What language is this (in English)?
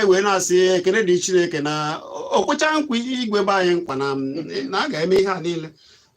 Igbo